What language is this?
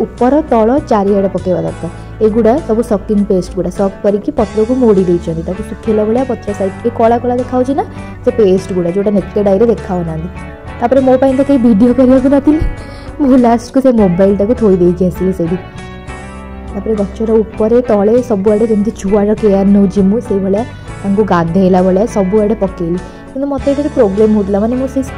Odia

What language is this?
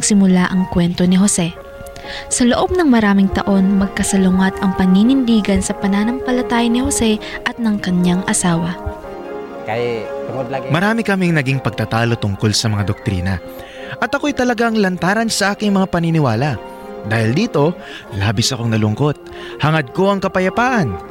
Filipino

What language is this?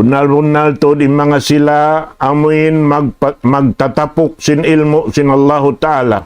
Tausug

